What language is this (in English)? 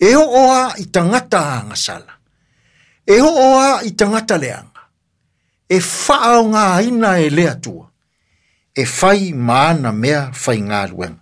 Samoan